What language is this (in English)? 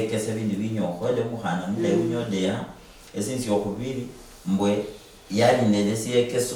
Luyia